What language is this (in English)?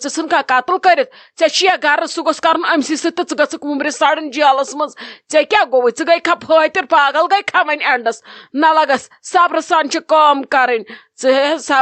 Kashmiri